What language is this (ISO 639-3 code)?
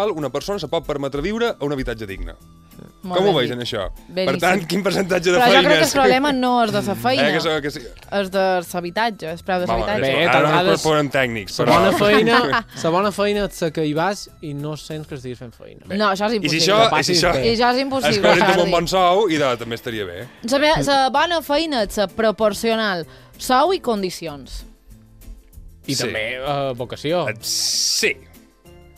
cat